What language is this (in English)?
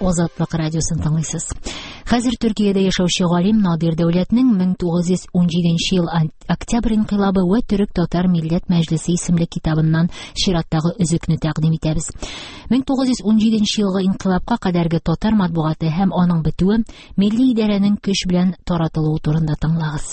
Tatar